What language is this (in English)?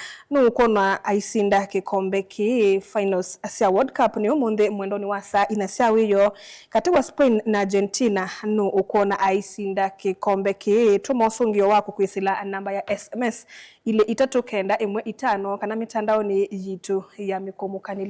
Kamba